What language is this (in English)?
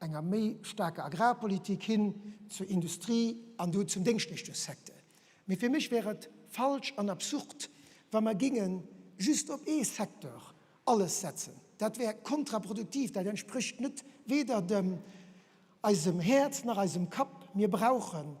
Luxembourgish